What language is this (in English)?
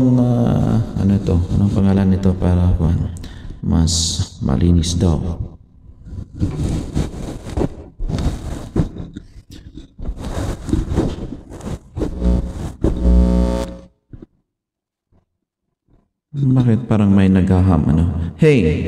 Filipino